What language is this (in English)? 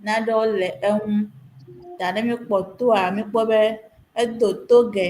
Ewe